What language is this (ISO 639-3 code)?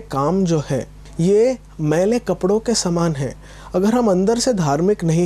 hin